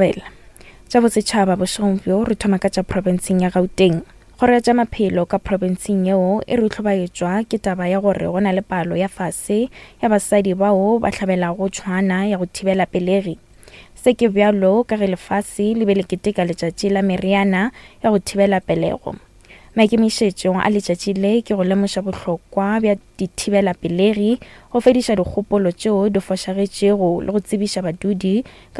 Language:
Northern Sotho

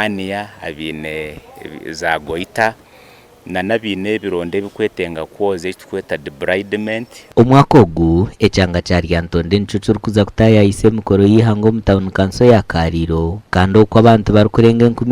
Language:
Nyankole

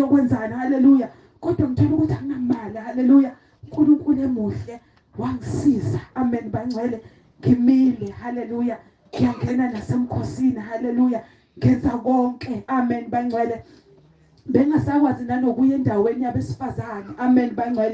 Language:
Zulu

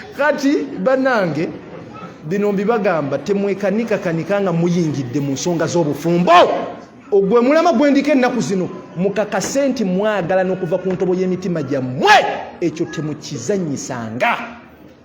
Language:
Ganda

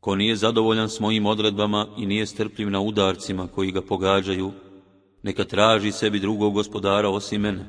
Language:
Bosnian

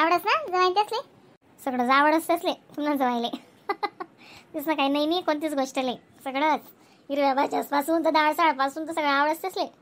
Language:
Khandesi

